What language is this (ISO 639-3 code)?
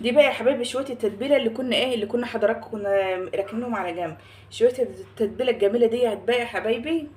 arz